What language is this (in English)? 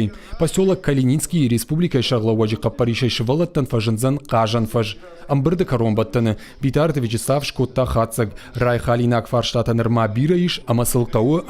Ossetic